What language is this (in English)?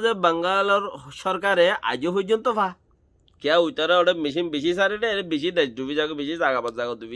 Rohingya